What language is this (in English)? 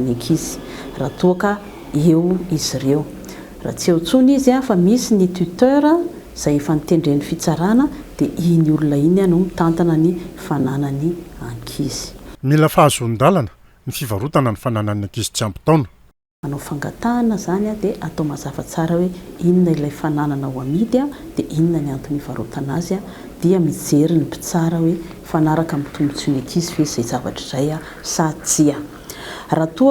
Malagasy